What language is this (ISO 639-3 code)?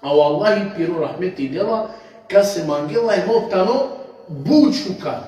rmn